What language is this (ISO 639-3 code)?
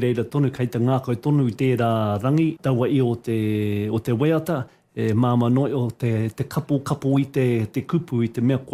mri